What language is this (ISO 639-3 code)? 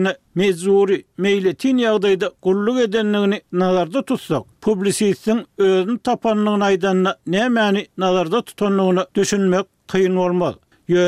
tuk